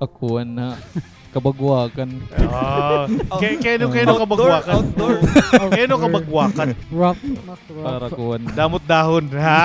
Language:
Waray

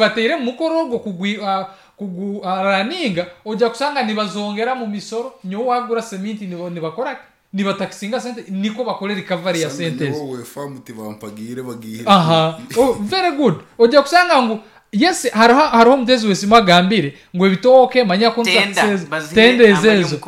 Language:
Nyoro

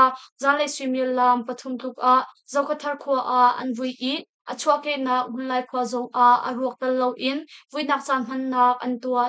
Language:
Hakha Chin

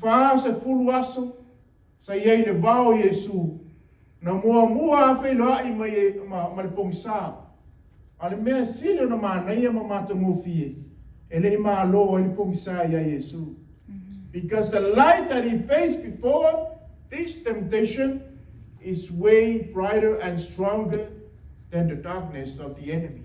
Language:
Samoan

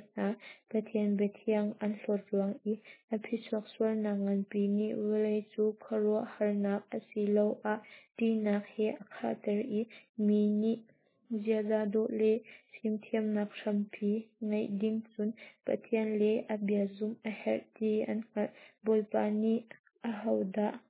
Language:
Hakha Chin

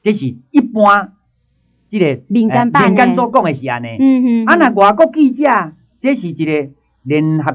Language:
Min Nan Chinese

